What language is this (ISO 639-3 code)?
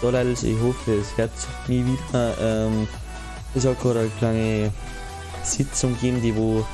bar